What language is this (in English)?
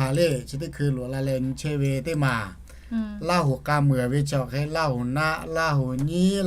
Lahu